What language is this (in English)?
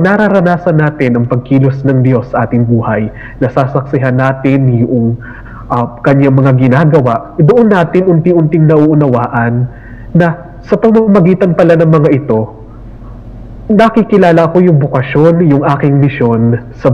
Filipino